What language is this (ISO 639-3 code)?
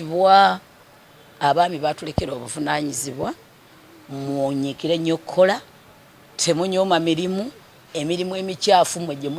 lug